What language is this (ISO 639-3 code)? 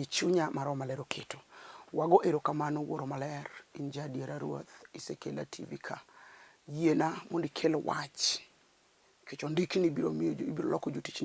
luo